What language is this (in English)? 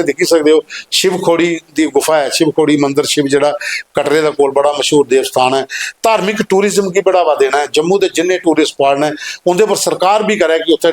Dogri